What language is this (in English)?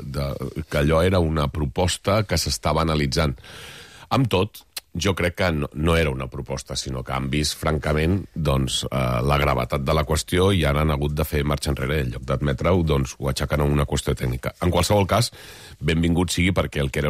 Catalan